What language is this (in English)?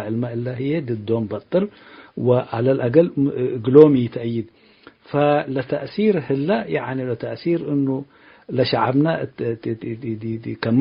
Tigre